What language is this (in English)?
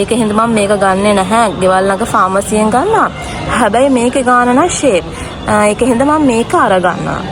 Sinhala